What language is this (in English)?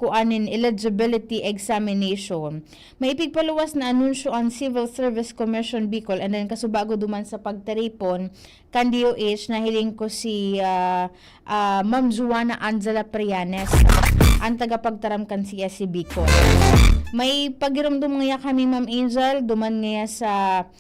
Bikol